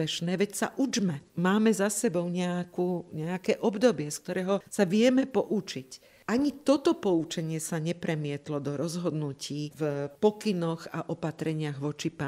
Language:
Slovak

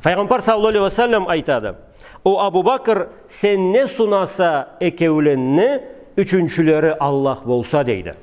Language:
Karachay-Balkar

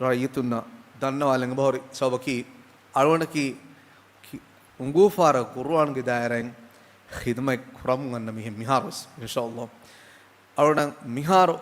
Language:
Divehi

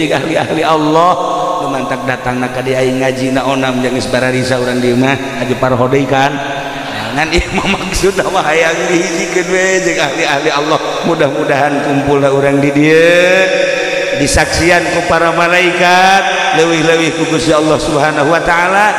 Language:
Sundanese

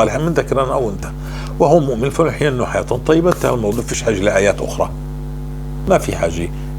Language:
North Levantine Arabic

